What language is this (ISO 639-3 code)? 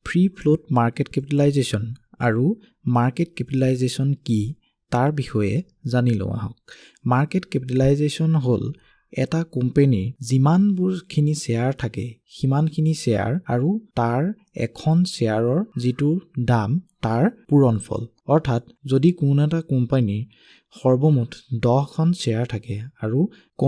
asm